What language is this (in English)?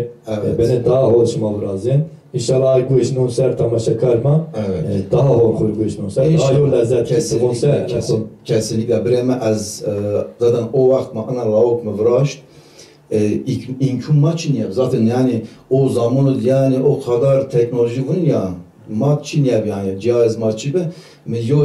Zaza